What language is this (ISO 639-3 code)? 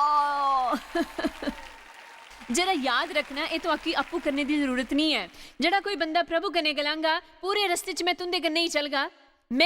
doi